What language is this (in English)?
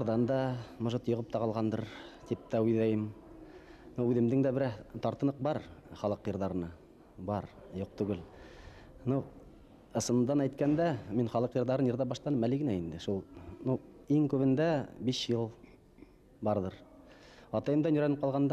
Bashkir